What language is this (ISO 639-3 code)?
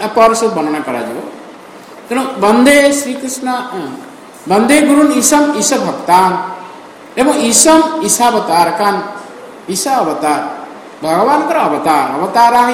ori